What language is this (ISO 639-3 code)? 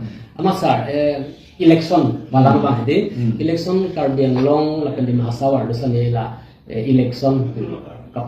mjw